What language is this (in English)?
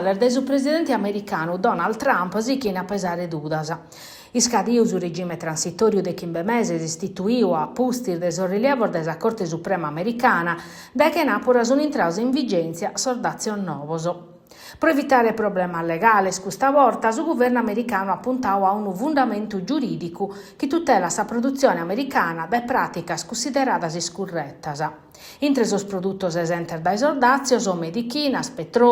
Sardinian